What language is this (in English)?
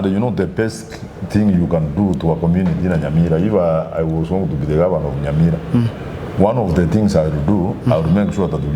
Gusii